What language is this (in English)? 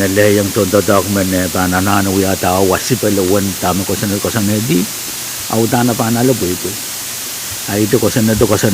Pohnpeian